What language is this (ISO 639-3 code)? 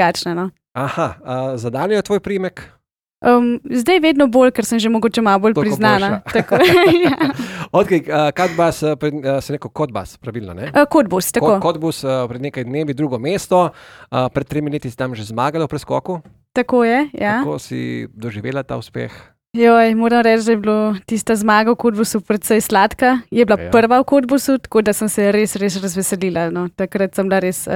slv